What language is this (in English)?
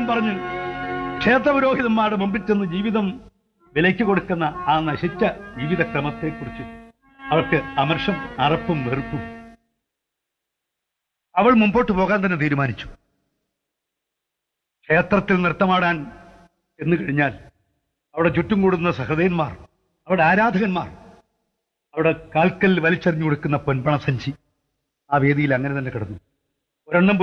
Malayalam